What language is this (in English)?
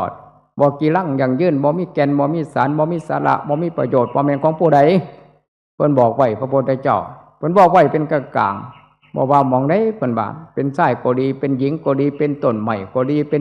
Northeastern Thai